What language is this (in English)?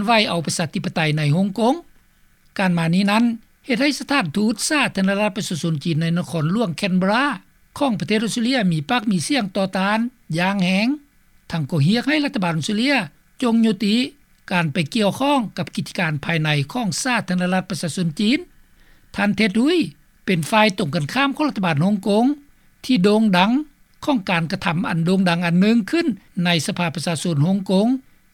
Lao